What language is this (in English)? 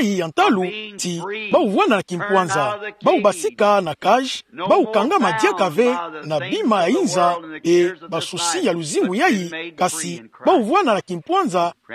Kituba (Democratic Republic of Congo)